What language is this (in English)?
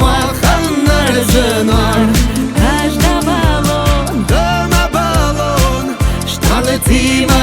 Ossetic